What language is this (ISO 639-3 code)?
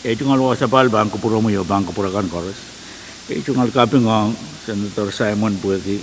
pon